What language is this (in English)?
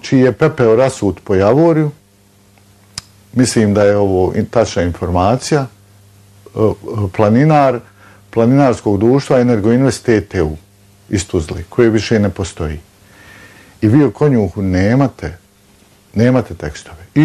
Bosnian